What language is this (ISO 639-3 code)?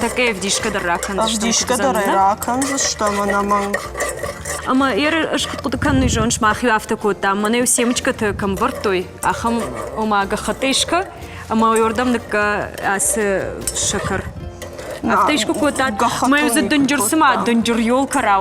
oss